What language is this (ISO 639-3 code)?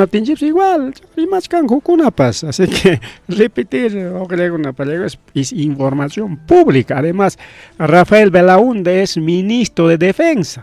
quy